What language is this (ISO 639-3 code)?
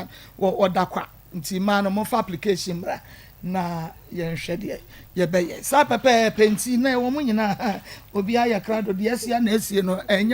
aka